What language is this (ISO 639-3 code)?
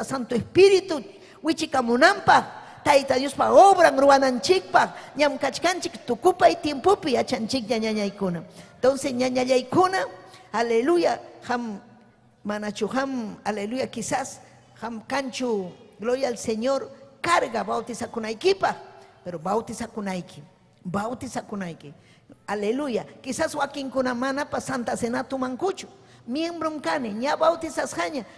quy